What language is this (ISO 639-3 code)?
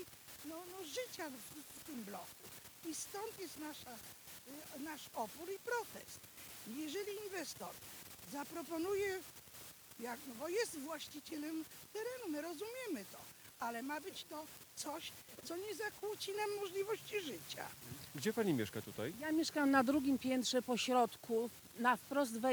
pol